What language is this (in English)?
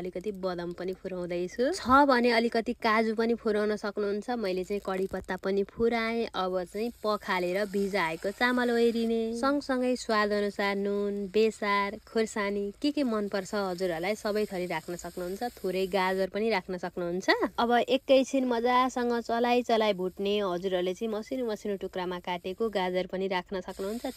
Nepali